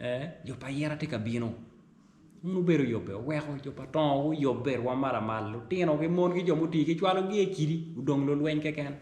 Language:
Acoli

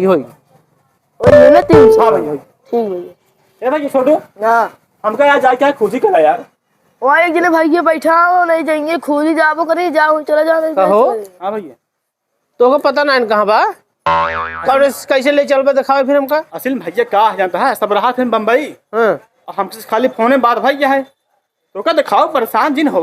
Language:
Awadhi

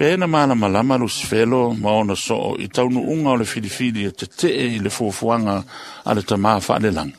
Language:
Samoan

